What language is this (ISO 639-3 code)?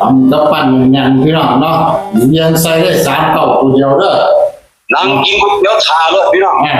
tts